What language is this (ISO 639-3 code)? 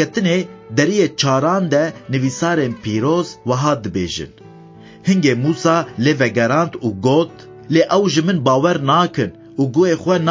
kur